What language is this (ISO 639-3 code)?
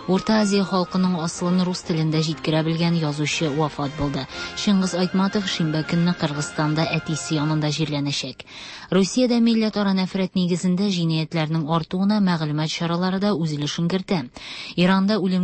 tat